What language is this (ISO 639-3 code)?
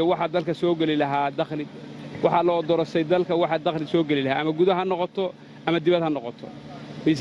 som